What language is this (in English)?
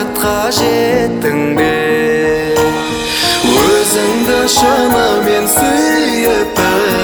Kazakh